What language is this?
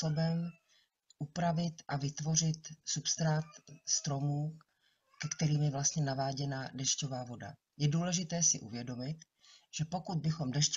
Czech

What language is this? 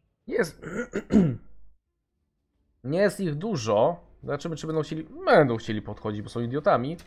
Polish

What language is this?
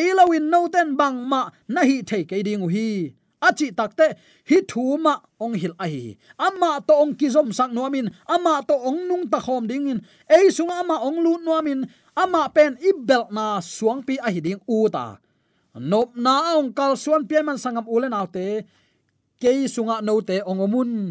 Tedim Chin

